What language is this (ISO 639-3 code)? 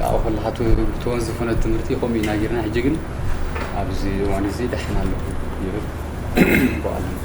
tir